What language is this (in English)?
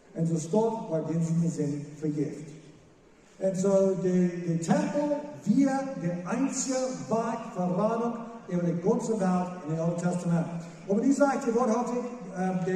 Plautdietsch